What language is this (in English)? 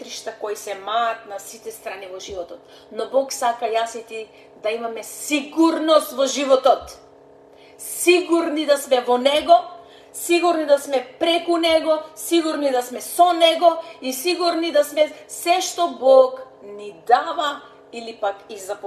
Macedonian